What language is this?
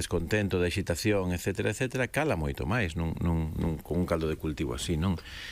Galician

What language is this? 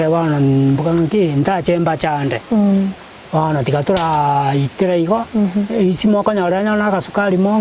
Gusii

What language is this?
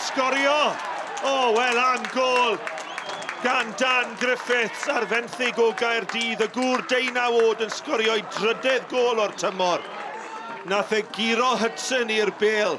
Welsh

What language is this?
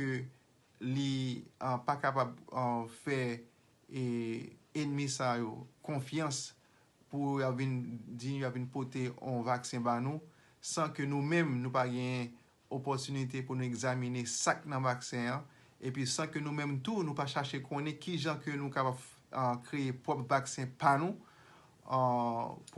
Haitian Creole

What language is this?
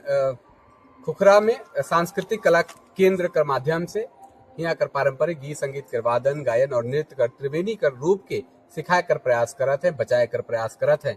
Sadri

